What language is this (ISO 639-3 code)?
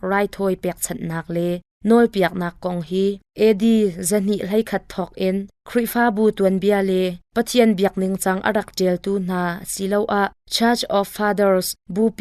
cnh